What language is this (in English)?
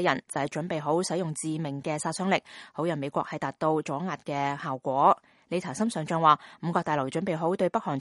Cantonese